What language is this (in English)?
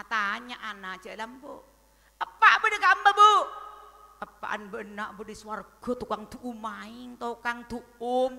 Madurese